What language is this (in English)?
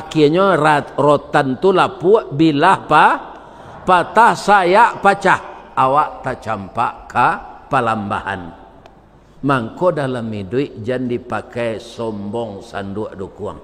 Minangkabau